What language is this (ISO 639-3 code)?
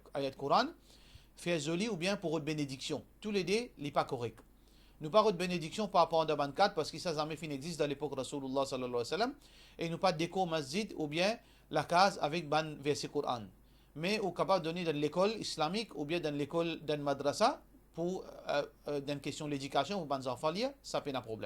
mfe